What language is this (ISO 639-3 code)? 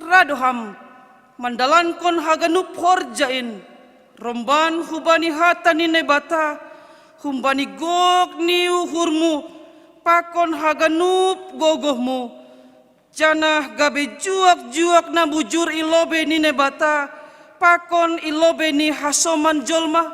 bts